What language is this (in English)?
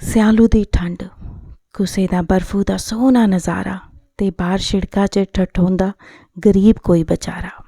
Dogri